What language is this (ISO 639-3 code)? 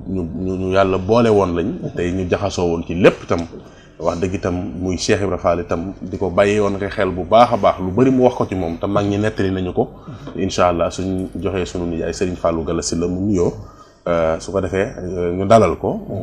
wol